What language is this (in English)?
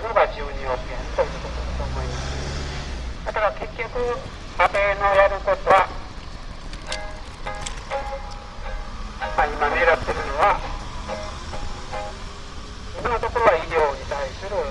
Japanese